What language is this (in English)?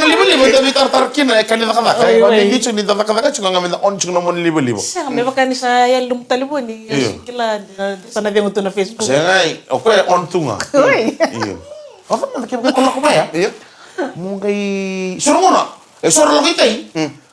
Fijian